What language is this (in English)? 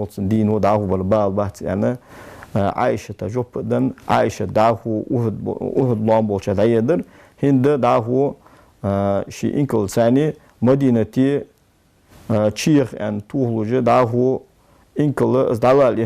Ingush